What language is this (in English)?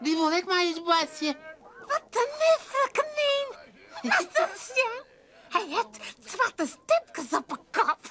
Western Frisian